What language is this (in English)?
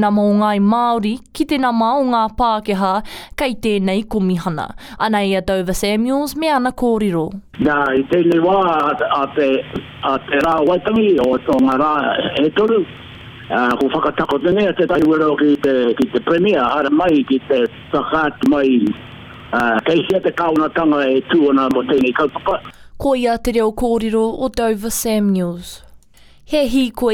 Māori